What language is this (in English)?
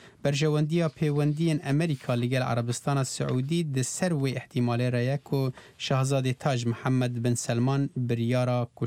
Kurdish